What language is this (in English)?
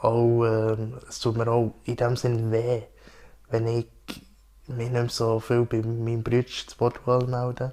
Swiss German